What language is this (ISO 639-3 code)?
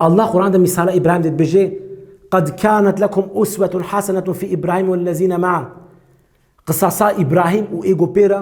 kur